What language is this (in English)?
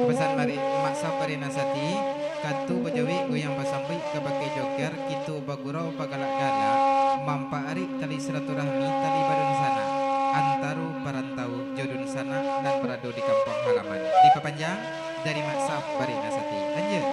Minangkabau